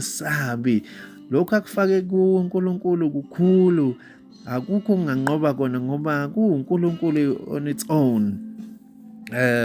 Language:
Zulu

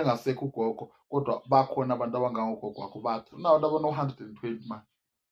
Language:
Zulu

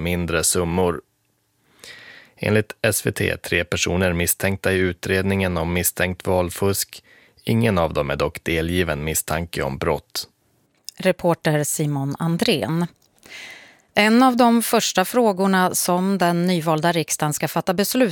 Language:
Swedish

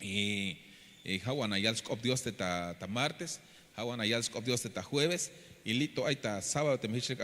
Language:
Tzeltal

